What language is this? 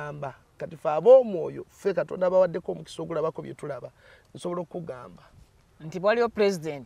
Ganda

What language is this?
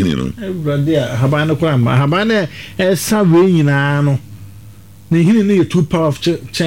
Akan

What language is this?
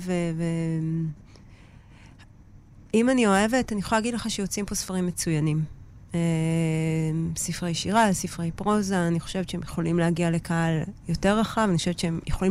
Hebrew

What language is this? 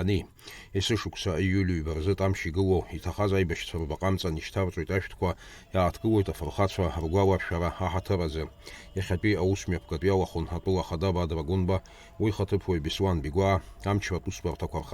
Abkhazian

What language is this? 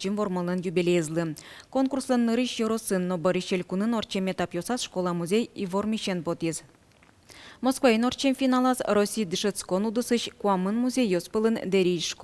Udmurt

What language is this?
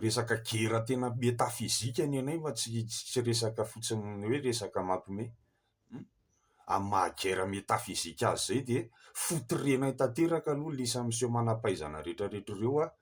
Malagasy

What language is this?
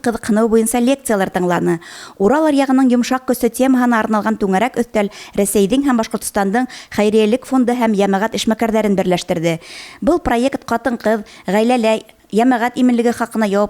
Bashkir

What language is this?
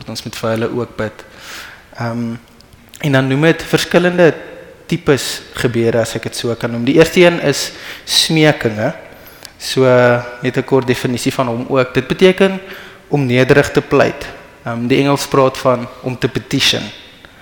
Afrikaans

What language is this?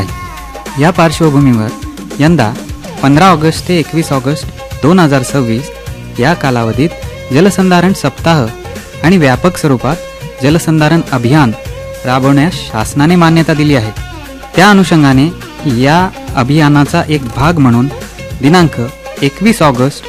Marathi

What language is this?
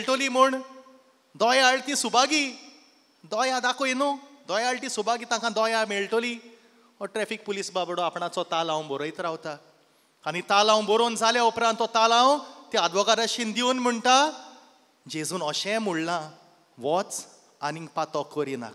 Konkani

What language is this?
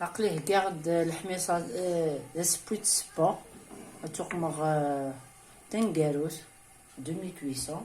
Kabyle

